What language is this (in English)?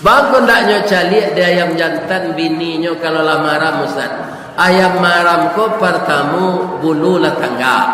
Minangkabau